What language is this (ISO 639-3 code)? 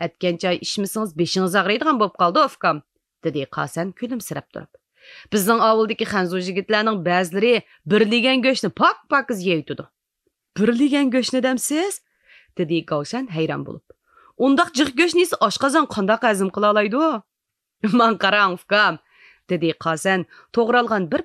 uig